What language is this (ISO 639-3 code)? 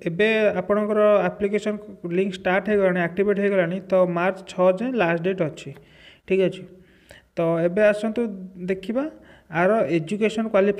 ori